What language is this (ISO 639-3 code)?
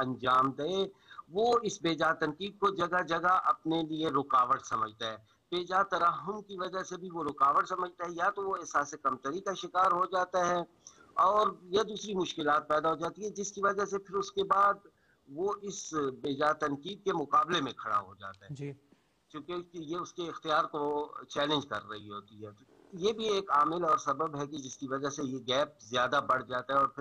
urd